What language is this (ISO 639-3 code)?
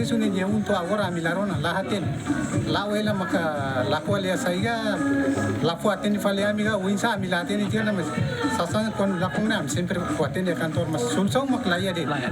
tet